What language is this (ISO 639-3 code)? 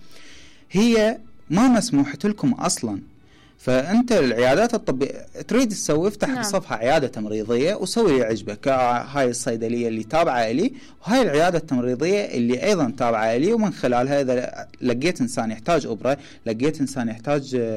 acm